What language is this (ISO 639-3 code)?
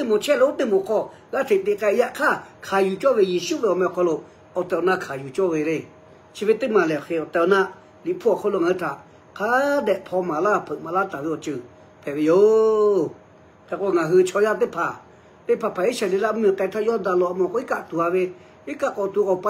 lhu